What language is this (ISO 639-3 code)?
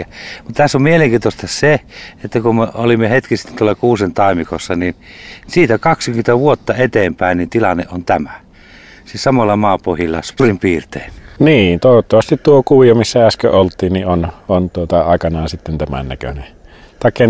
fin